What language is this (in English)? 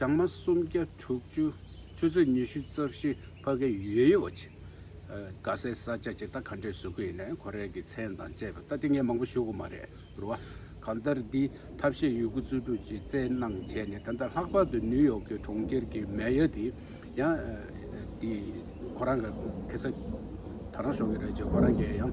Tibetan